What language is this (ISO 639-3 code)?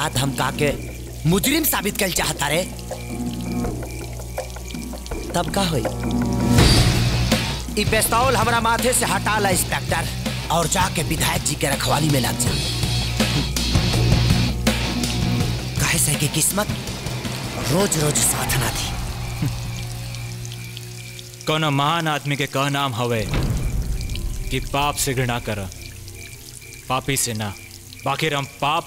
bho